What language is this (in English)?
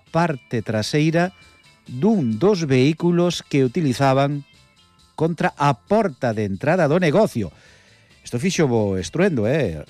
Galician